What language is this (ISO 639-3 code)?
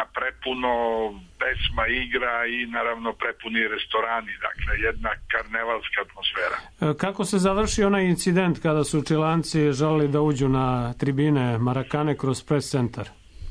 srp